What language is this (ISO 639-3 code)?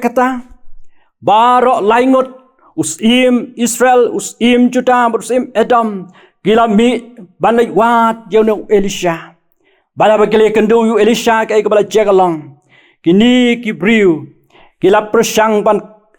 kha